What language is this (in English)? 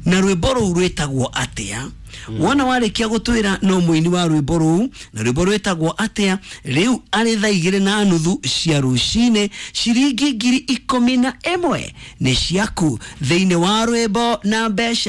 Kikuyu